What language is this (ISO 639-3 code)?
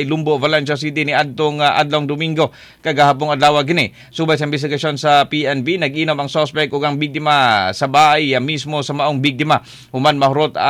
ceb